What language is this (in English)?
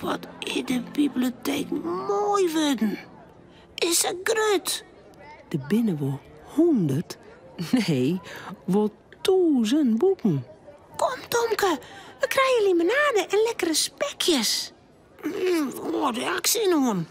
Western Frisian